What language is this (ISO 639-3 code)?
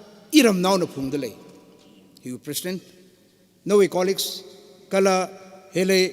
nmf